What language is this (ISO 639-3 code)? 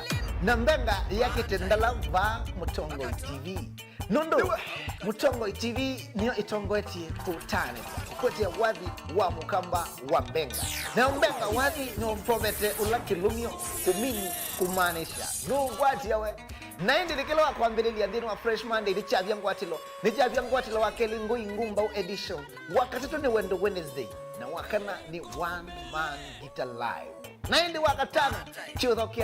kam